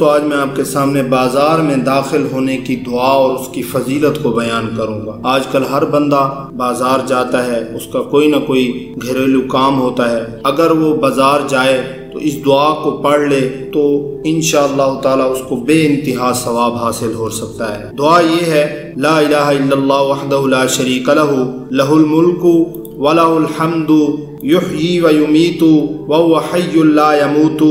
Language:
Urdu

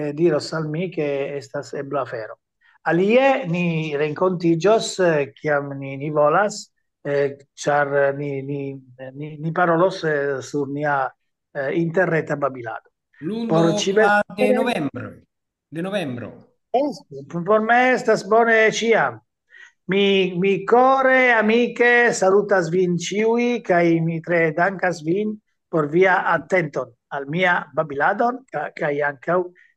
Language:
Esperanto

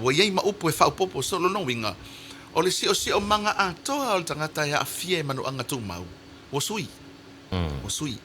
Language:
Samoan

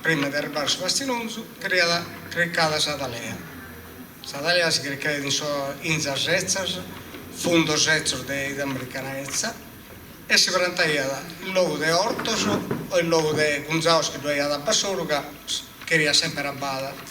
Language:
Sardinian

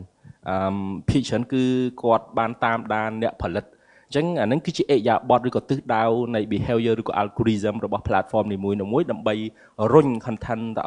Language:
Khmer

